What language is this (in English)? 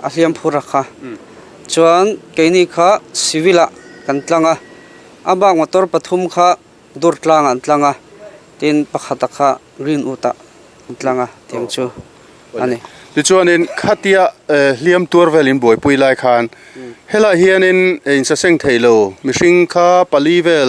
Mizo